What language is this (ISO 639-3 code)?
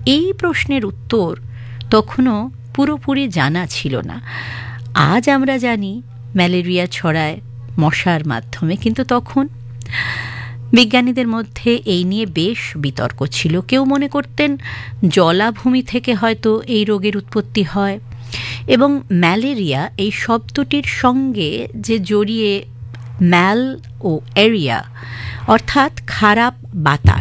ben